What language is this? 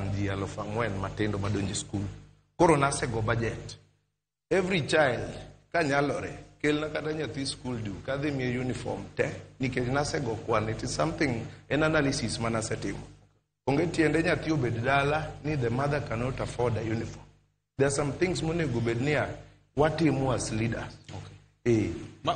Luo (Kenya and Tanzania)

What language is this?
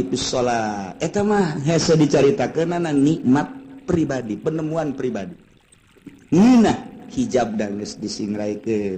Sundanese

